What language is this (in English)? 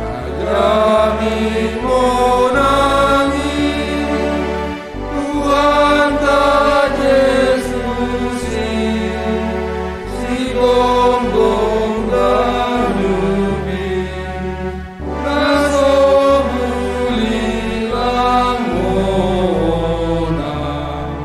Batak Simalungun